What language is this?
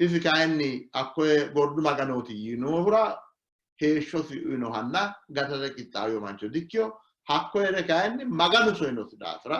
Sidamo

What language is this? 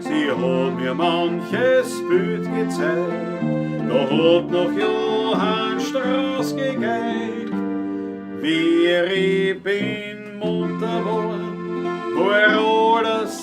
Bavarian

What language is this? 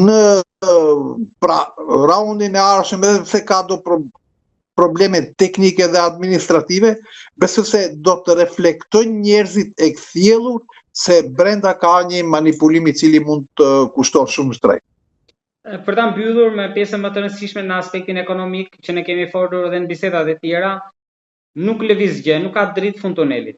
Albanian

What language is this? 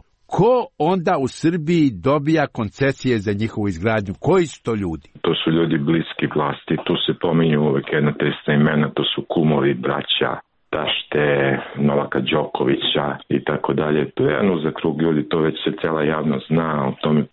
Serbian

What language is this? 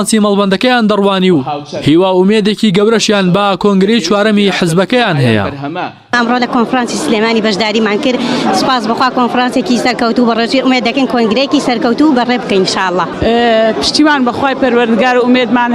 Central Kurdish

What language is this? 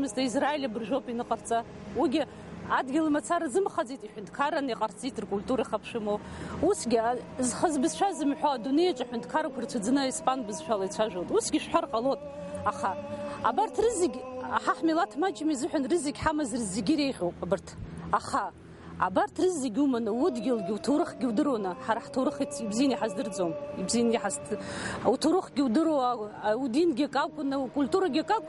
Abkhazian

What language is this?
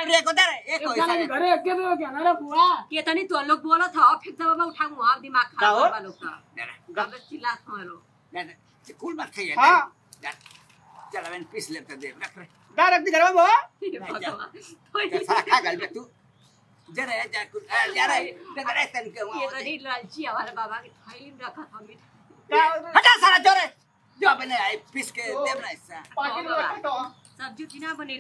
Bhojpuri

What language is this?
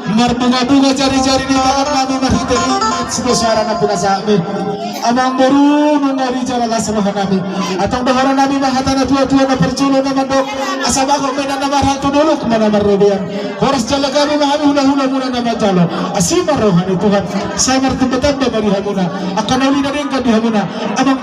Batak Toba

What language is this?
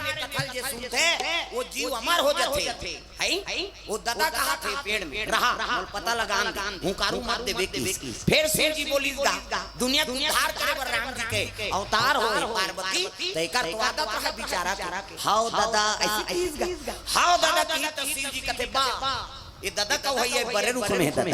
Chhattisgarhi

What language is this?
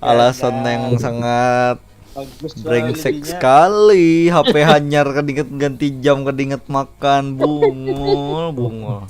Banjar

